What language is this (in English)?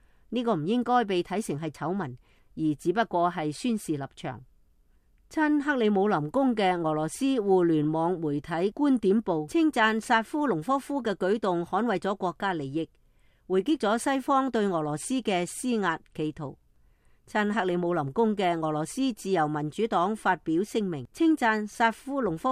Cantonese